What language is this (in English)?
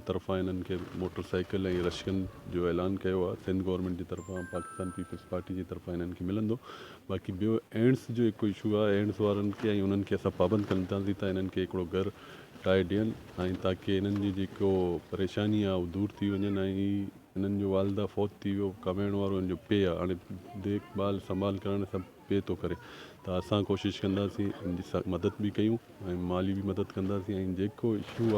Sindhi